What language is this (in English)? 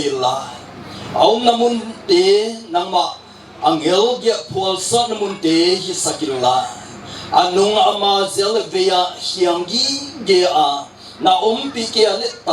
Paite Chin